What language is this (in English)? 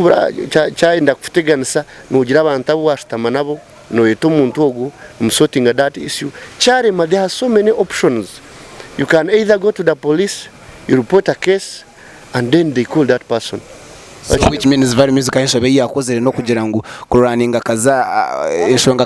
Nyankole